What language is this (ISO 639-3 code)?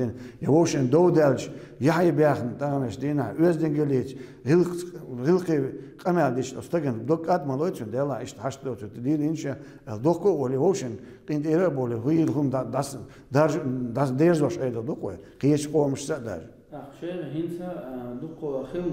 che